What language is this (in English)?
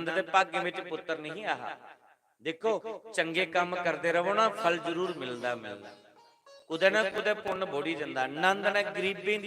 Dogri